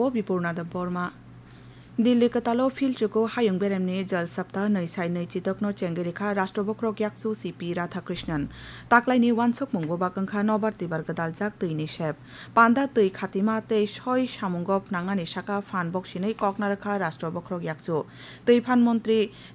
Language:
Kok Borok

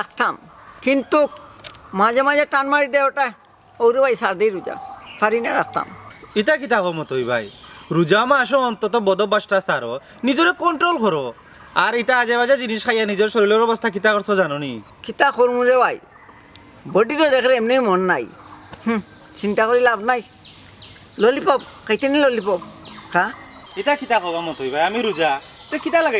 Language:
Sylheti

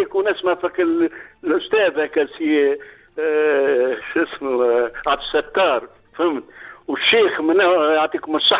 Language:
Tunisian Arabic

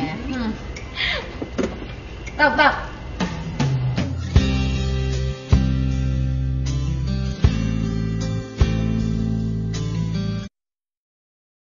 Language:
Burmese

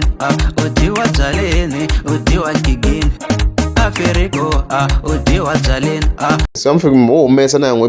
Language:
Tsonga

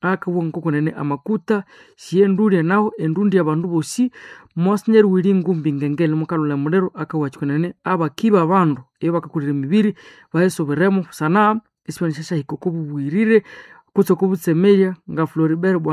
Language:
Nande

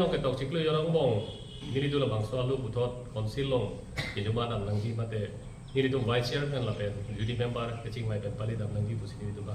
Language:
Karbi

